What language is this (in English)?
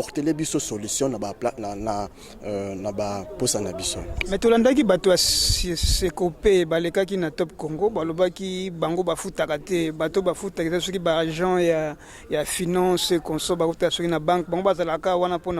Lingala